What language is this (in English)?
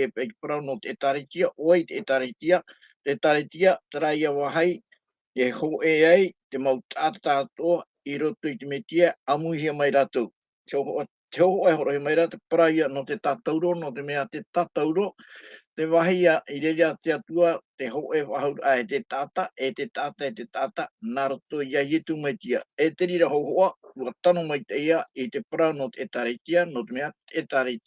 Tahitian